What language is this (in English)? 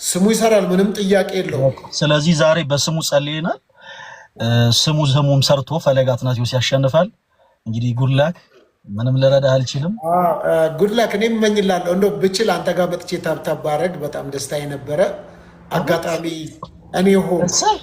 Amharic